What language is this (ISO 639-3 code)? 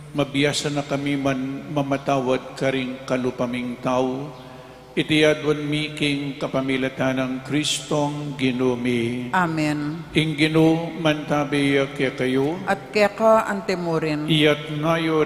pam